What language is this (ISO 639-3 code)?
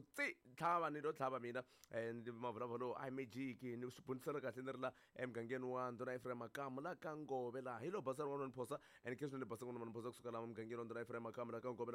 tso